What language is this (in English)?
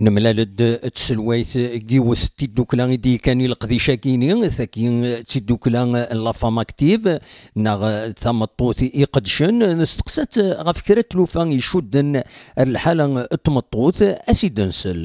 Kabyle